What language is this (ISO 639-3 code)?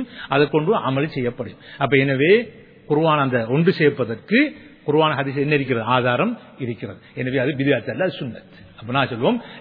tam